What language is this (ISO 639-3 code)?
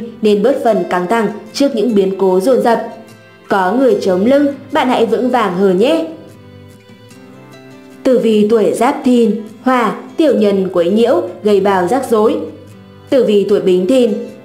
vie